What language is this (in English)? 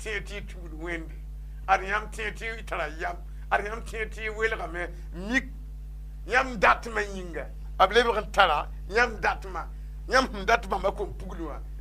Mossi